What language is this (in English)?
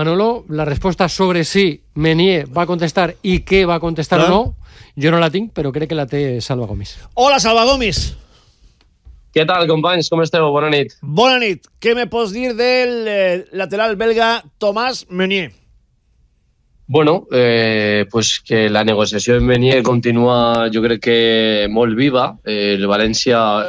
Catalan